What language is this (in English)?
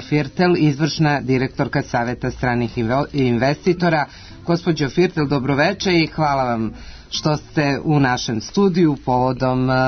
Serbian